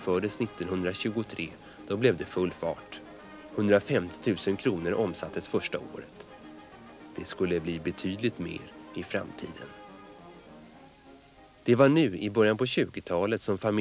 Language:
Swedish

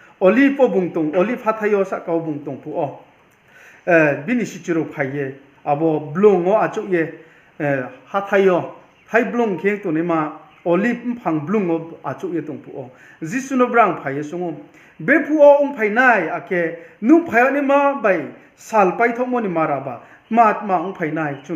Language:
Riang (India)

